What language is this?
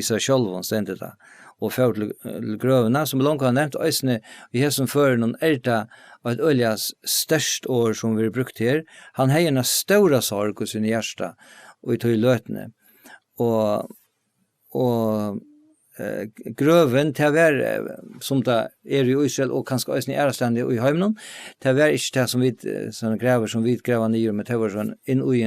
Faroese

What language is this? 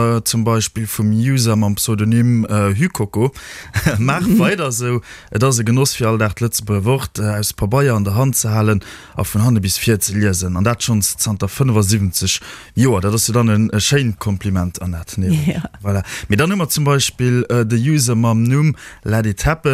Luxembourgish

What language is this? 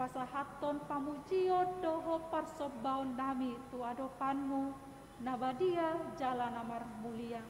Batak Toba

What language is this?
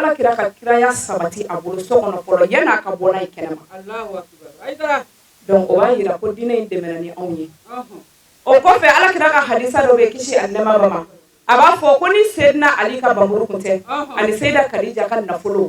Bambara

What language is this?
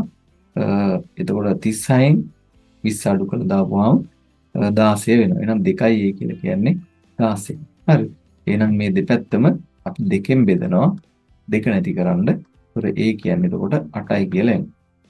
Sinhala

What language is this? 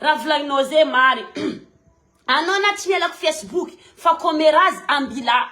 Malagasy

